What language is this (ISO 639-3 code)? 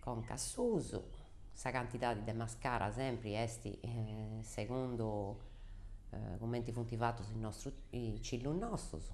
srd